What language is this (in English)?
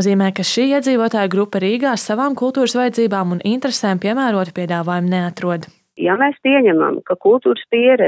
Latvian